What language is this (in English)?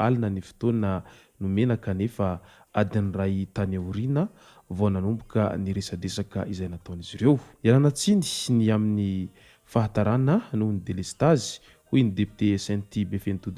Malagasy